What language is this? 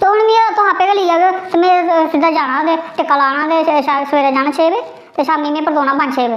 Dogri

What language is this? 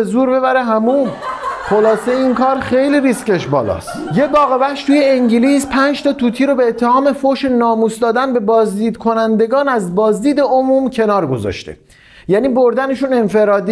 Persian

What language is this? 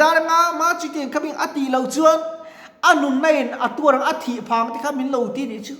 Mizo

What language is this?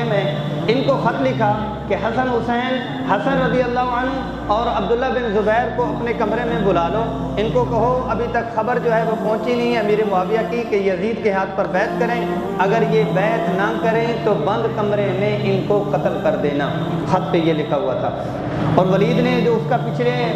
Urdu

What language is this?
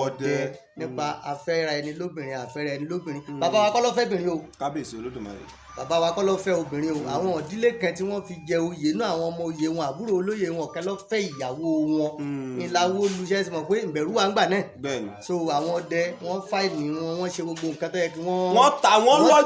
Yoruba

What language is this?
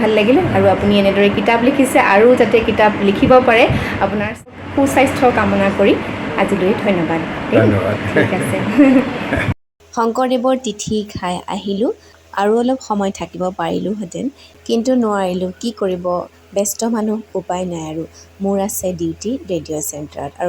Assamese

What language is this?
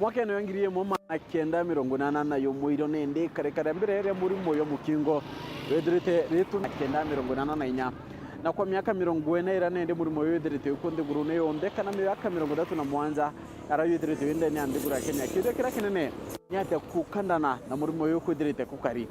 Meru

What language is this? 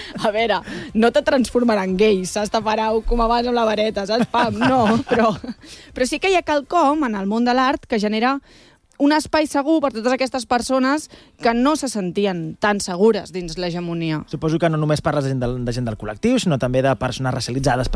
Catalan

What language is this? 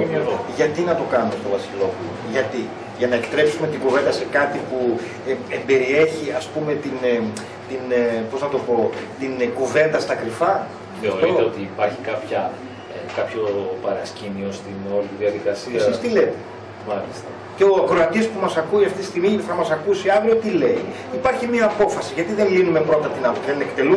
Greek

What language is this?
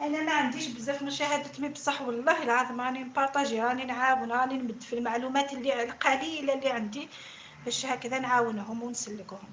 Algerian Arabic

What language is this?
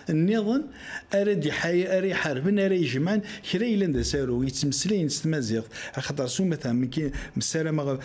Kabyle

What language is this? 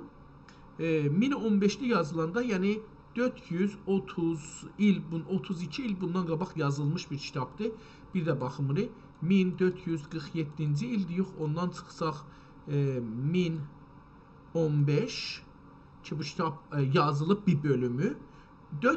South Azerbaijani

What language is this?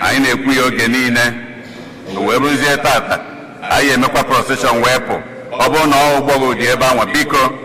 Igbo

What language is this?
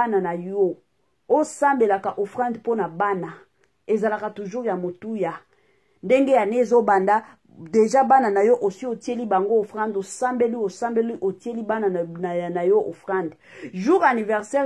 Lingala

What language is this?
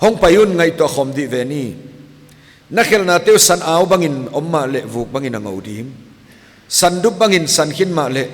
Paite Chin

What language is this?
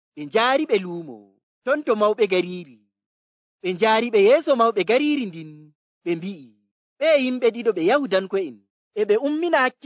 Nigerian Fulfulde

